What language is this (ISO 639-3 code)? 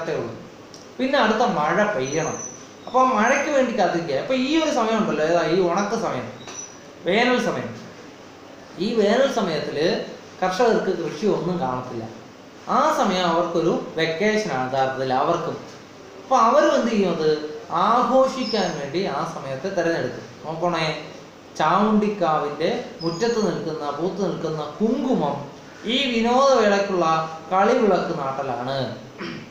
mal